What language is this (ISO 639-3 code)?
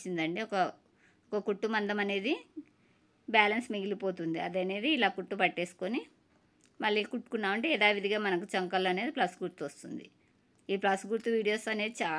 tel